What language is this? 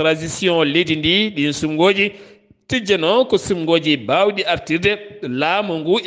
Fula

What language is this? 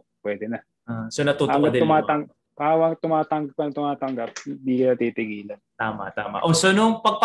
Filipino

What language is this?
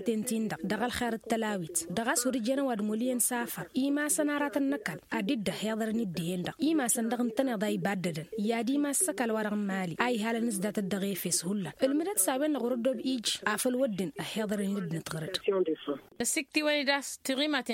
Tamasheq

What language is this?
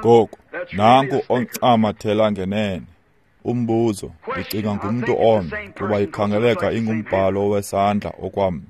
Xhosa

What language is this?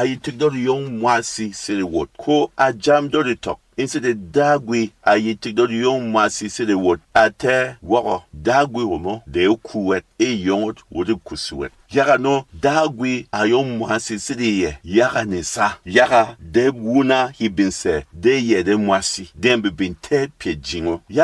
Berom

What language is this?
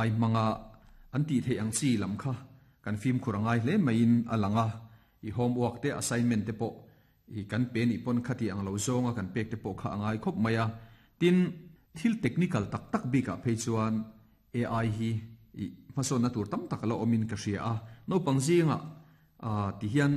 Mizo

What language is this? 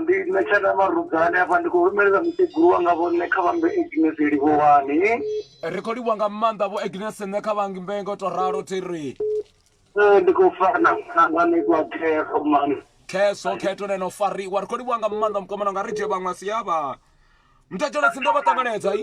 Venda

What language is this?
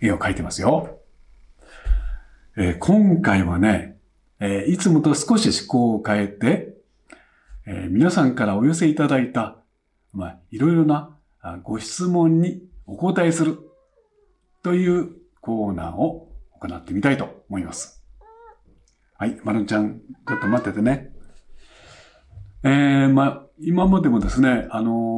Japanese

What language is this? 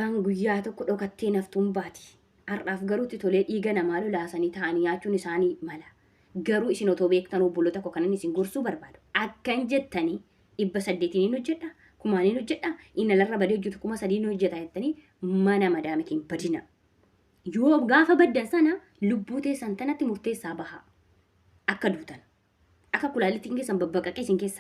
Oromo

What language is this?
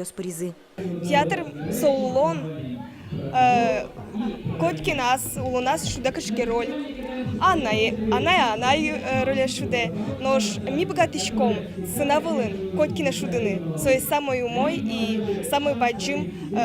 Udmurt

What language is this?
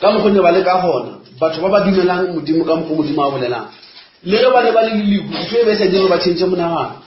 Northern Sotho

